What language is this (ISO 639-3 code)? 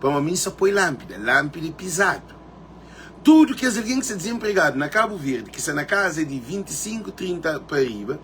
kea